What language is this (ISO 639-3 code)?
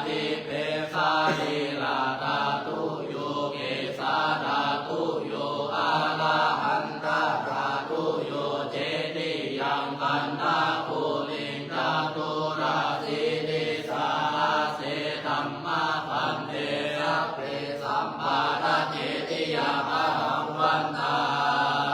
pli